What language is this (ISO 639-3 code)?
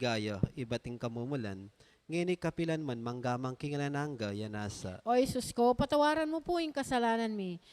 pam